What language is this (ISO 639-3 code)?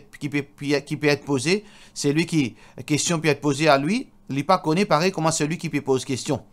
mfe